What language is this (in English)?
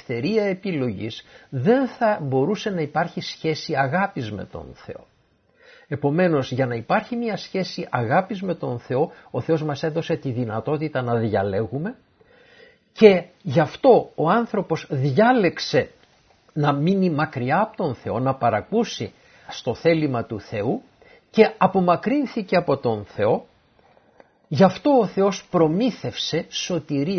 Greek